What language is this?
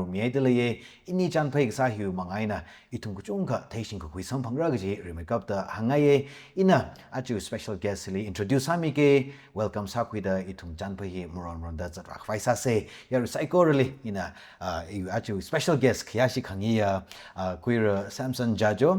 Tangkhul Naga (India)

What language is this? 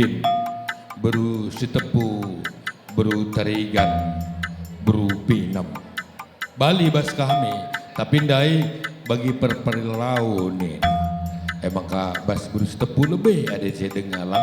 Batak Karo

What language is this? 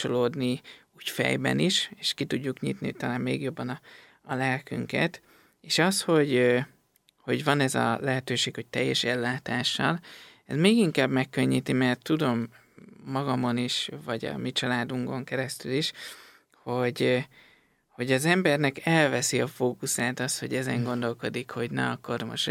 Hungarian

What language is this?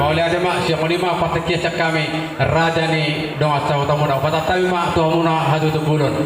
Batak Toba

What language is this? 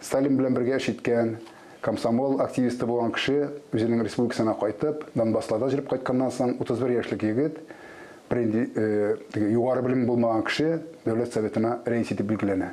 Tatar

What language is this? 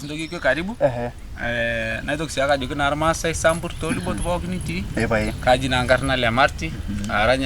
Masai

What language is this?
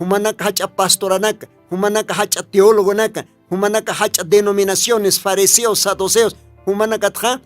Aymara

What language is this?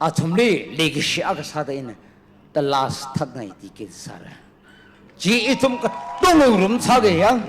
Tangkhul Naga (India)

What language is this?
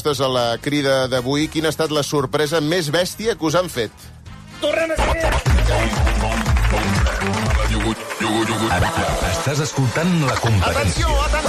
Catalan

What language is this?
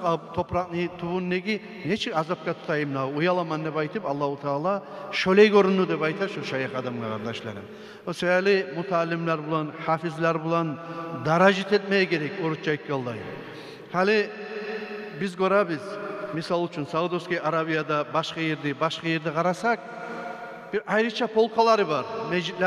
Kumyk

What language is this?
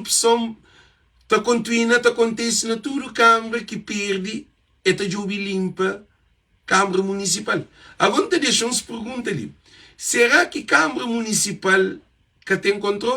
Kabuverdianu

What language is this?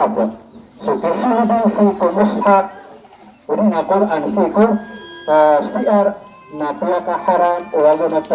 Maranao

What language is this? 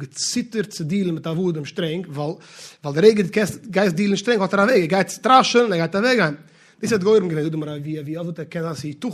Yiddish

